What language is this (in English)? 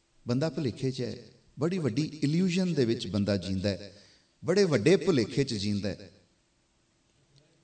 Punjabi